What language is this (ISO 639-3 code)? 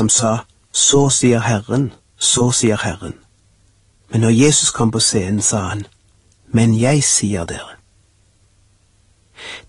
nor